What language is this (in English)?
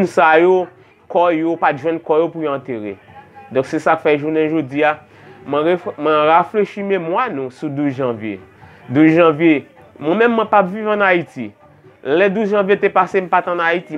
Haitian Creole